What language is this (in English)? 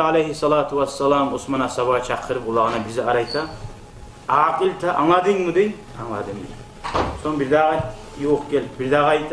Kumyk